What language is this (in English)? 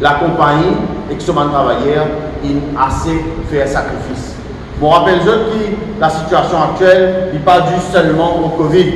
Morisyen